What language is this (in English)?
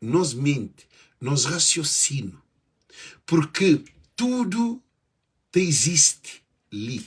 Kabuverdianu